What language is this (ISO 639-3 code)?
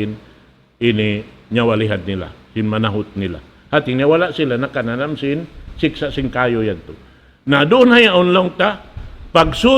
tsg